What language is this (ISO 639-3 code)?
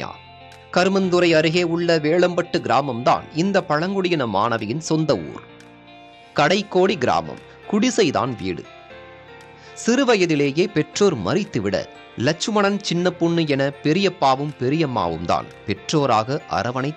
tam